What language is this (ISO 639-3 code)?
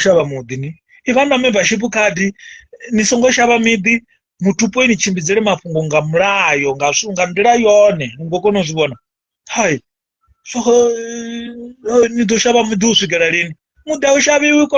ven